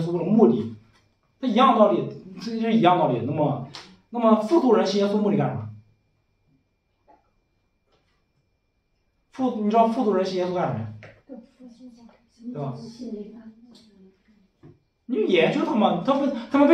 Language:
Chinese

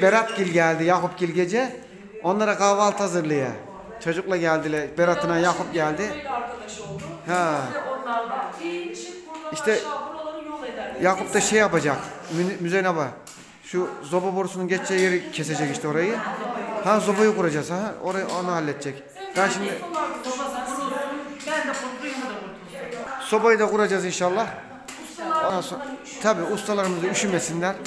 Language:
Turkish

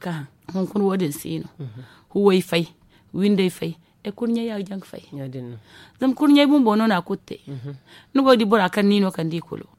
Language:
Zarma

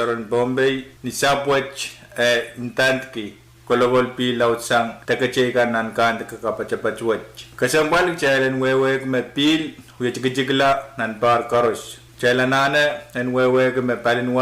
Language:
Pohnpeian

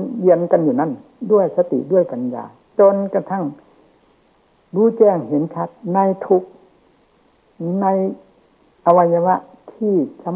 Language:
Thai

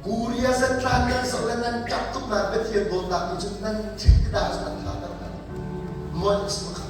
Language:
Hakha Chin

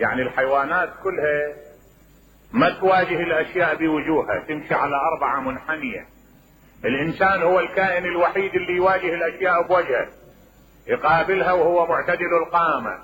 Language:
Mesopotamian Arabic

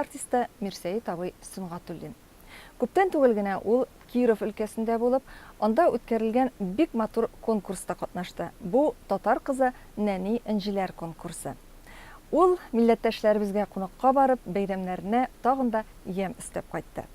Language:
Tatar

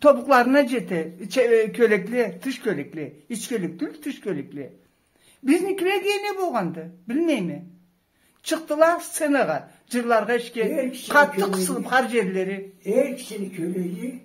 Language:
Karachay-Balkar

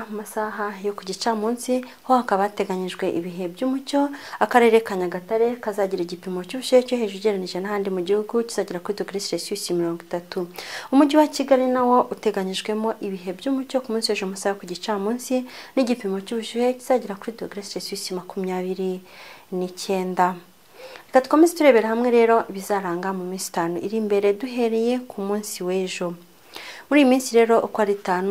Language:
Kinyarwanda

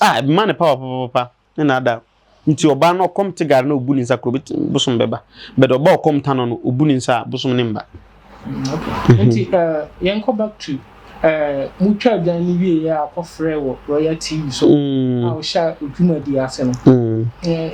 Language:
Akan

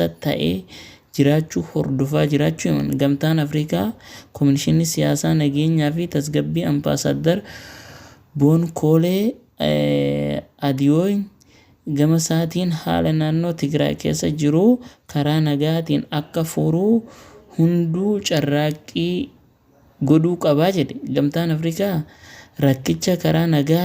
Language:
Oromo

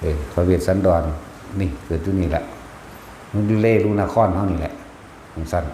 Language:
Northeastern Thai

